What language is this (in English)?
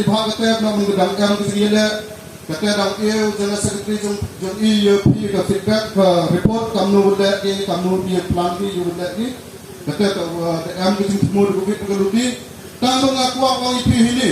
Khasi